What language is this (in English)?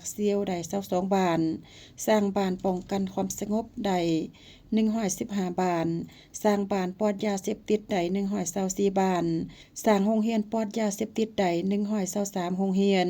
Lao